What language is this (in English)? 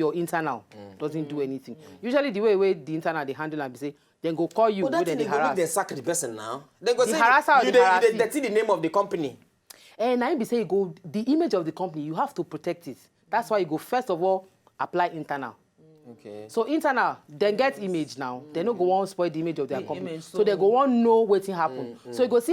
Nigerian Pidgin